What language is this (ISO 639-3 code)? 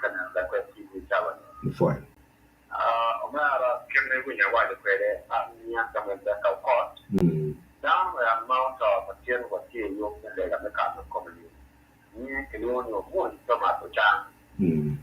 ach